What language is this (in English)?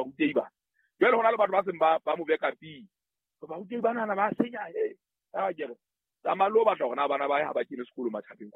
Southern Sotho